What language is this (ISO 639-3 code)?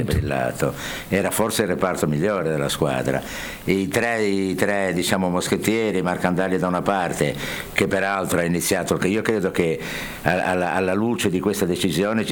ita